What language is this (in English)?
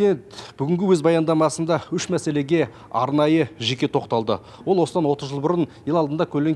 Kazakh